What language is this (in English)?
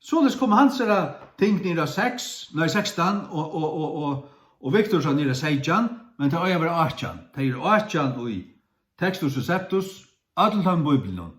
Faroese